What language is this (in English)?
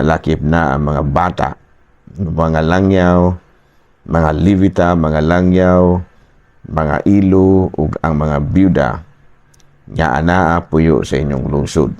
Cebuano